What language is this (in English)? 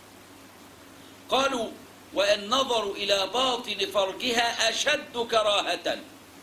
Egyptian Arabic